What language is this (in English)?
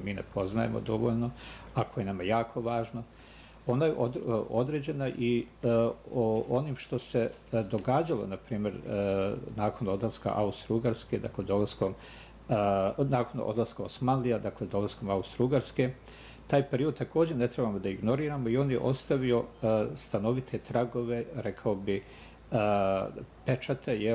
Bosnian